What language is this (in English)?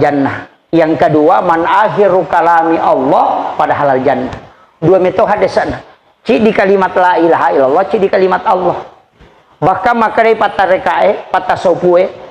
Buginese